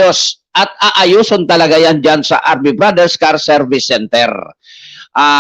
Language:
Bikol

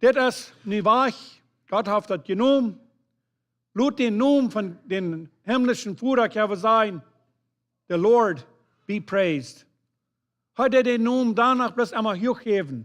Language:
Plautdietsch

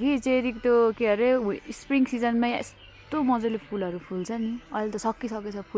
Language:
Nepali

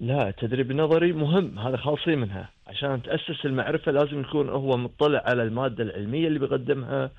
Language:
Gulf Arabic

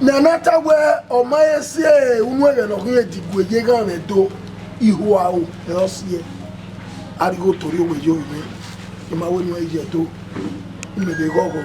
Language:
Bini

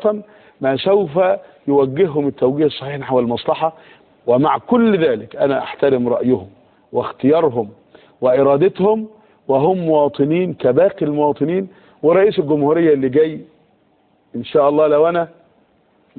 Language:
Egyptian Arabic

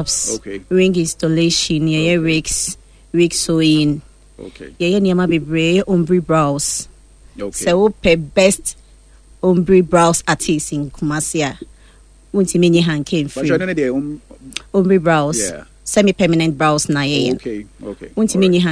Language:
Akan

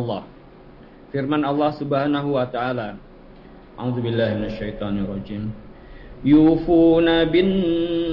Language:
Indonesian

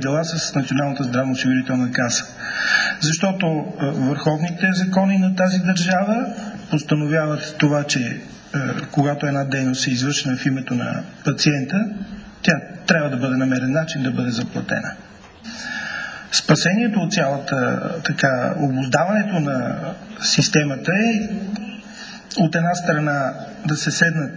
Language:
Bulgarian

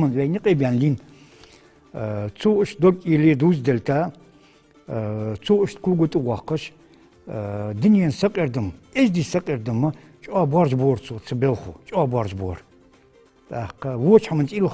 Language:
Ingush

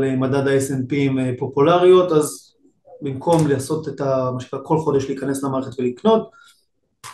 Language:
Hebrew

